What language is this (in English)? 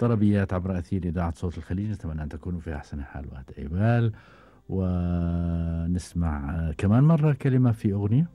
Gulf Arabic